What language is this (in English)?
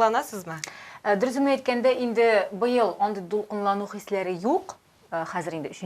Tatar